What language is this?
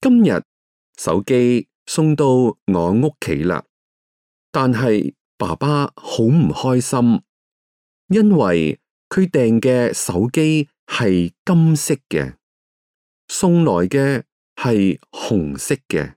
Cantonese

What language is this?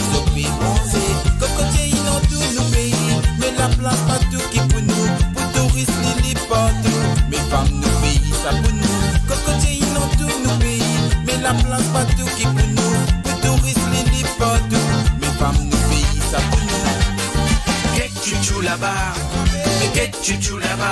Morisyen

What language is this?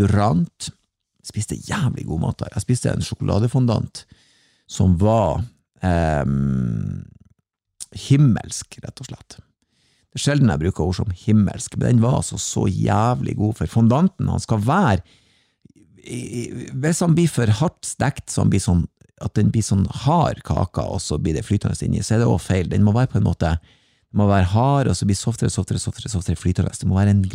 Norwegian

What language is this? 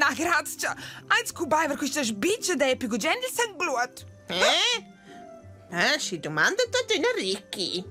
Romansh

